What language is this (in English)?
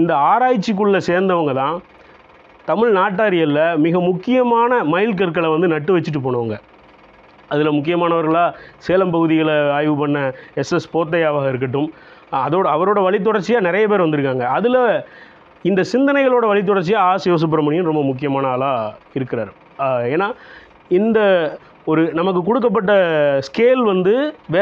Tamil